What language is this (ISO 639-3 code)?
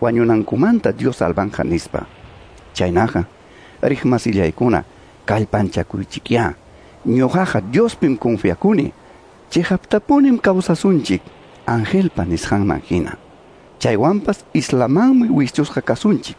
que